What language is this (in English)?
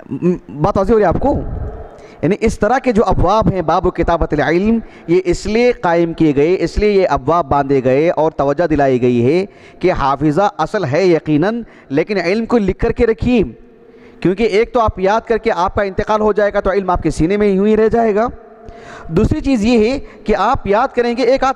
Urdu